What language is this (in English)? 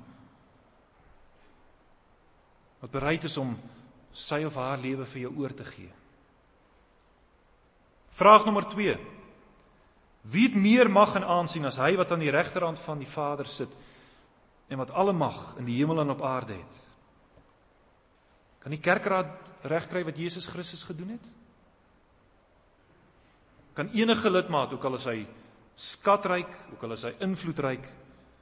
Afrikaans